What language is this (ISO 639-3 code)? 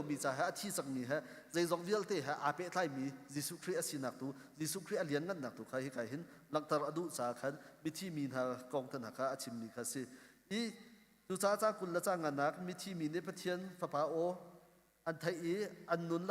cnh